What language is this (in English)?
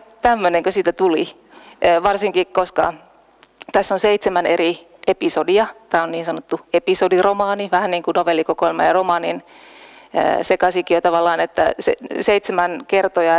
Finnish